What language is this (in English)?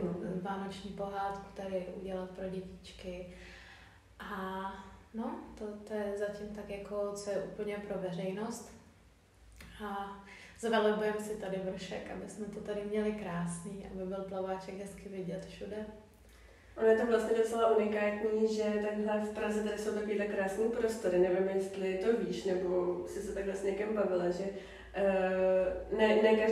Czech